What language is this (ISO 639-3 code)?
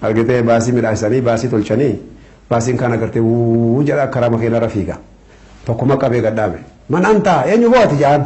orm